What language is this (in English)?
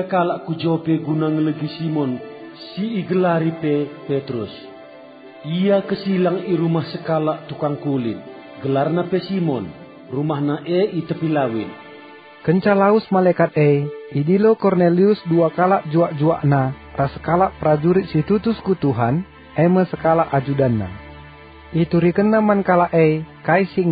Batak Karo